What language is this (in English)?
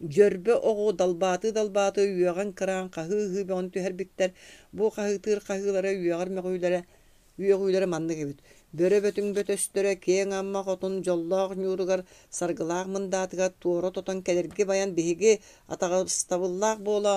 Yakut